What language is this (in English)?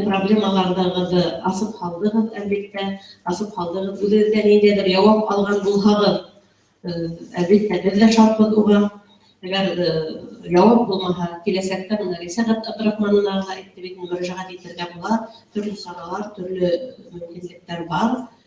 Bashkir